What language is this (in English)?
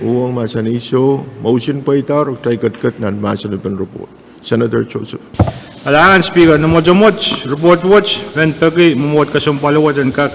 Pohnpeian